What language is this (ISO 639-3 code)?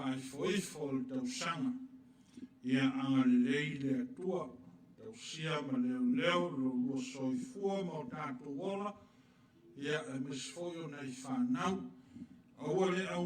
smo